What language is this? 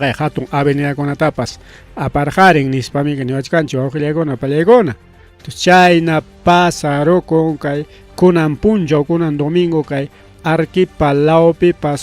Ayacucho Quechua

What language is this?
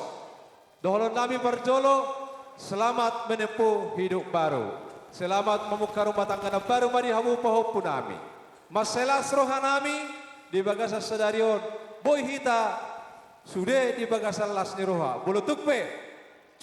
Batak Toba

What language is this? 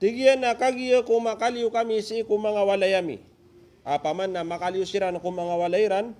Maranao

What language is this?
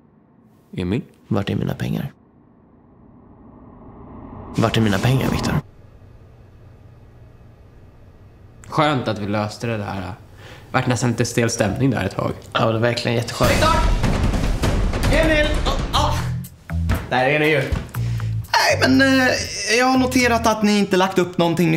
Swedish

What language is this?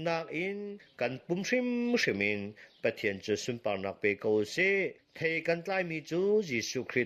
Hakha Chin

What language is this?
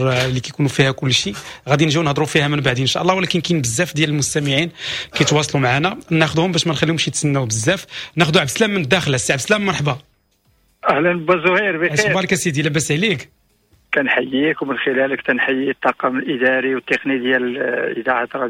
Moroccan Arabic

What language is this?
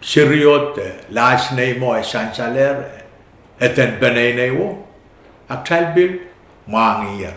Pohnpeian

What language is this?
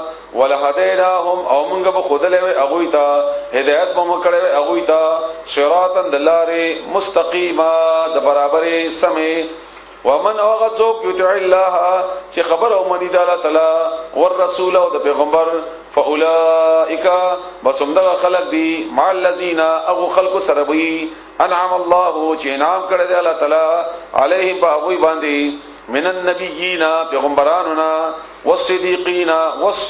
Pashto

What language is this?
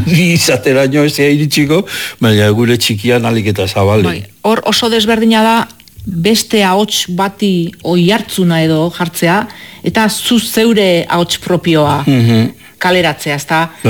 Basque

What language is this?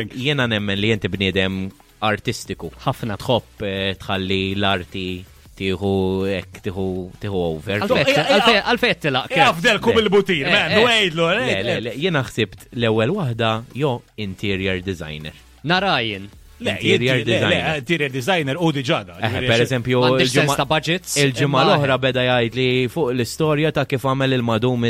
Maltese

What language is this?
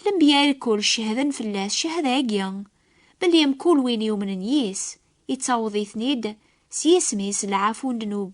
Kabyle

